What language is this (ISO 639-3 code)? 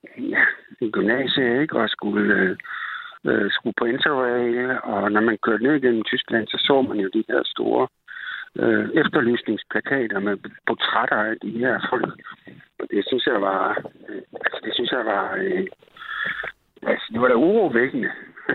dan